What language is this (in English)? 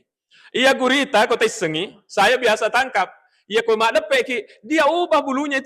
Buginese